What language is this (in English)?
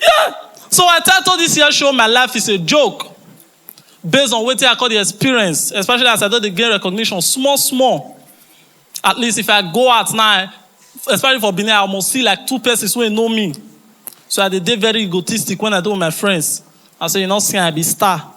Nigerian Pidgin